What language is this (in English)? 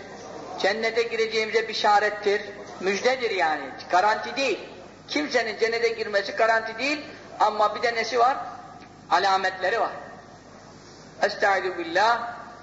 Turkish